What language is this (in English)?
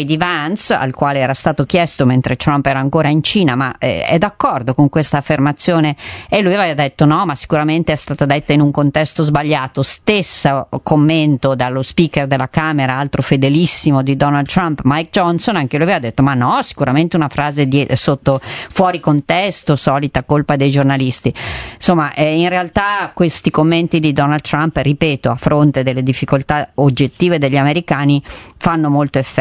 Italian